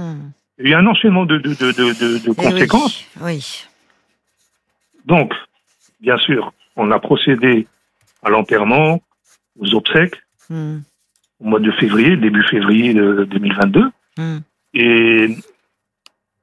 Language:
French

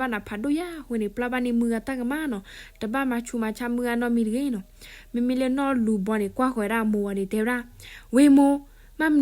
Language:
S'gaw Karen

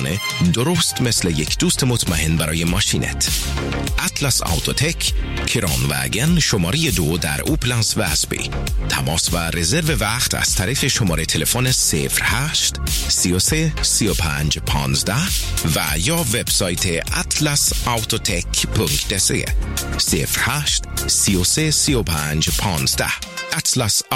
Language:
Persian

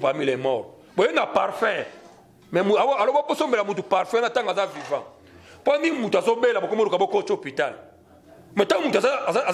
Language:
Lingala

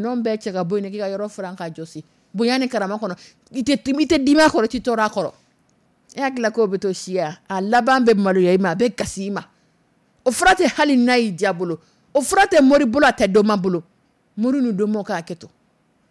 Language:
Dyula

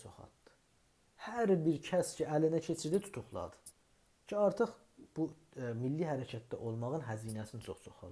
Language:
South Azerbaijani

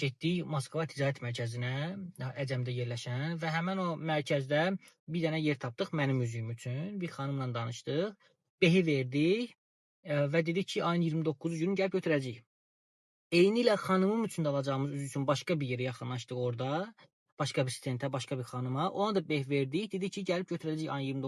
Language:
Azerbaijani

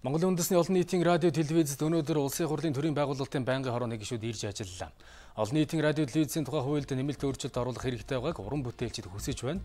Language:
Mongolian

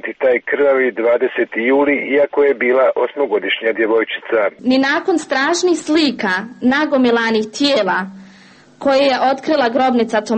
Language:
Serbian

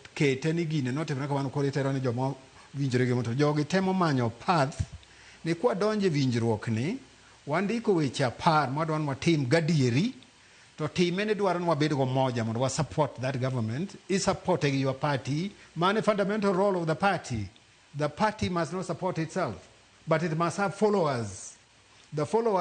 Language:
Luo (Kenya and Tanzania)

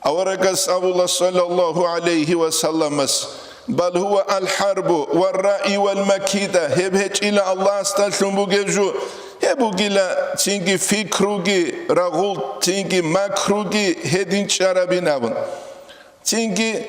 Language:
Avaric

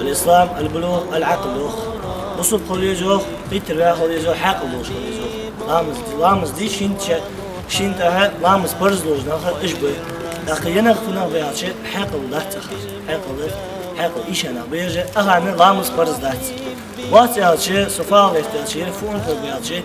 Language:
Ingush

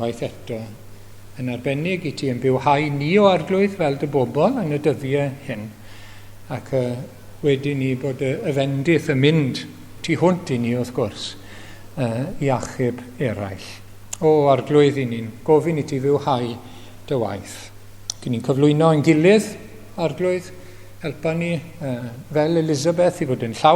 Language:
Welsh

